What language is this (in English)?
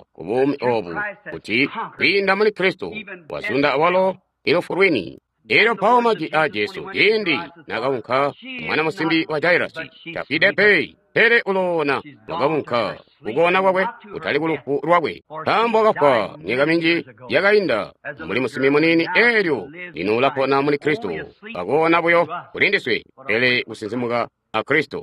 Tonga (Zambia)